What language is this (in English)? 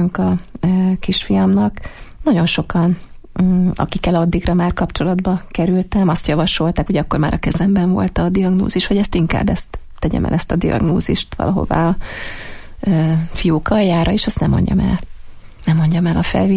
Hungarian